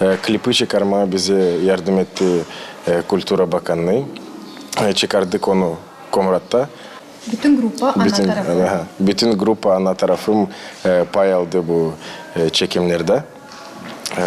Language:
Gagauz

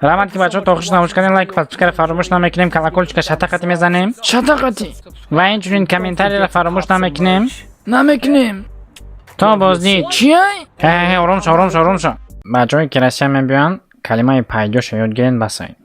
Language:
Tajik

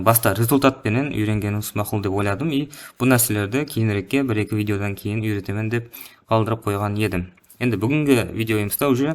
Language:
Kara-Kalpak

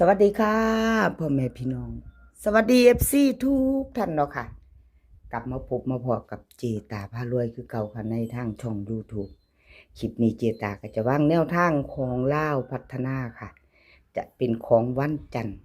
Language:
Northeastern Thai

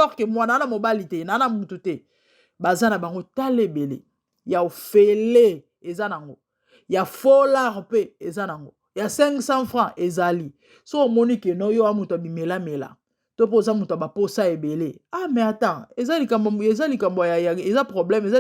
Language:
Lingala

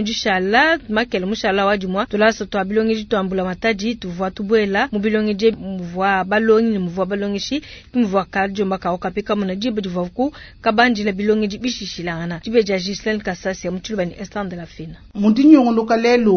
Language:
Luba-Lulua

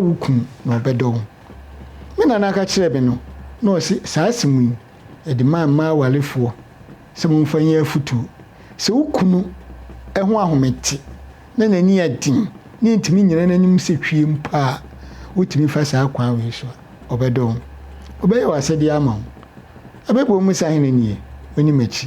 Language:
Akan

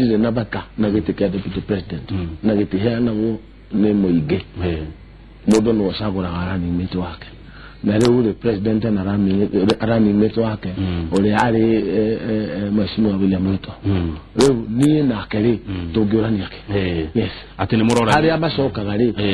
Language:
Kikuyu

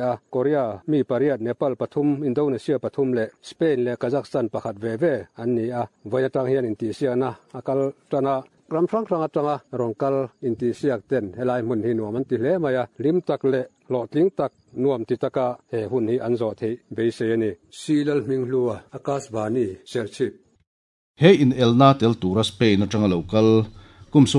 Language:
Mizo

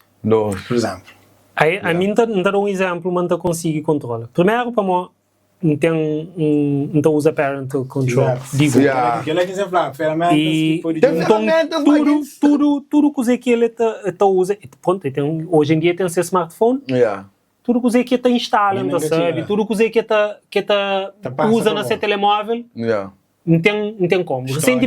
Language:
Kabuverdianu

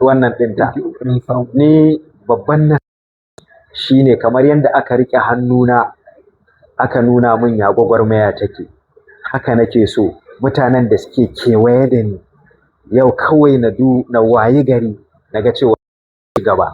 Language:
Hausa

